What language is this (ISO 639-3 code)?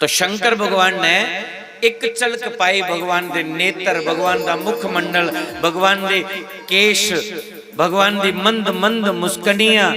doi